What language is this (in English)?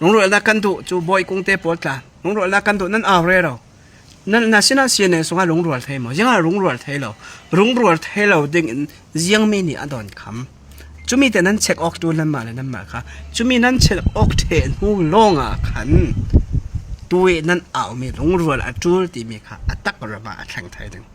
Falam Chin